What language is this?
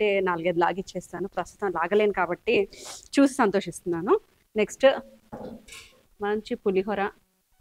Telugu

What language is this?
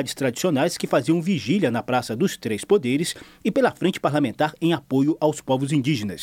Portuguese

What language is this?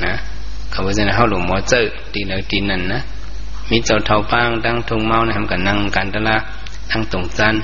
Shan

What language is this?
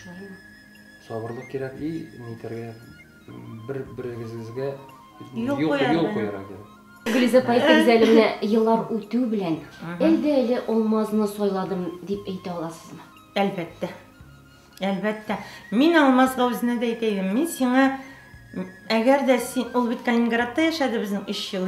Tatar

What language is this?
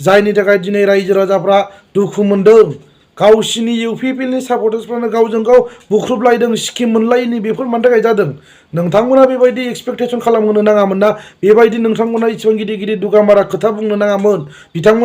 Bodo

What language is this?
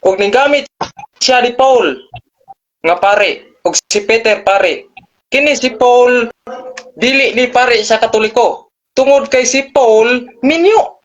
Cebuano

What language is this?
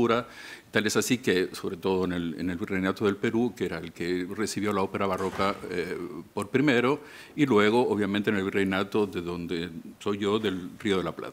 Spanish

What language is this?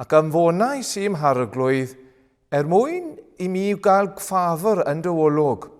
Welsh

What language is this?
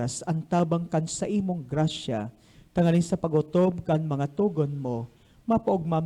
Bikol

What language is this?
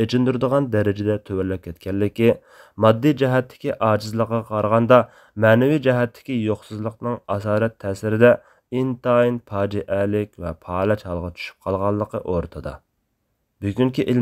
Uyghur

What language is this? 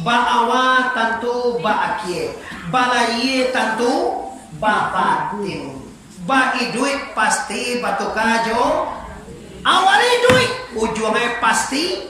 Minangkabau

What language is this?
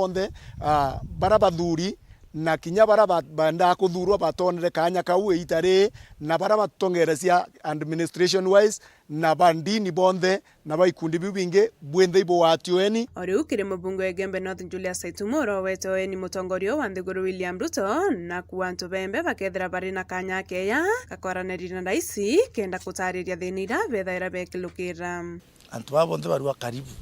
Meru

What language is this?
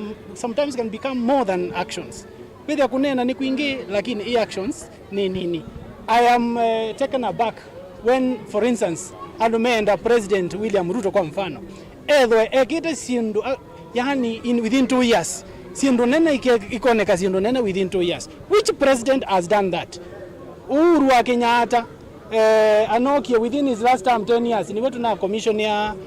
Kamba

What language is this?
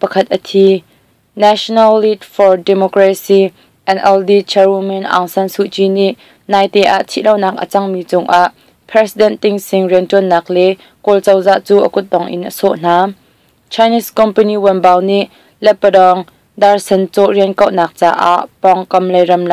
Hakha Chin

